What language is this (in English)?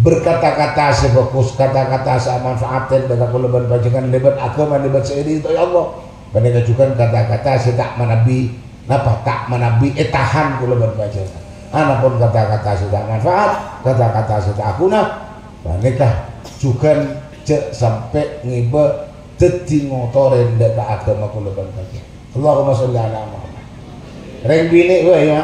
Madurese